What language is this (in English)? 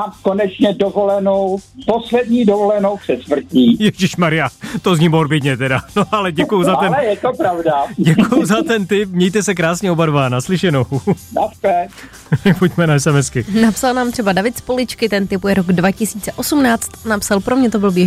Czech